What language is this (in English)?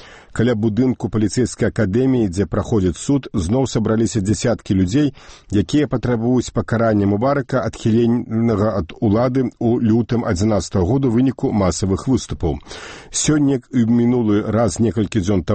Belarusian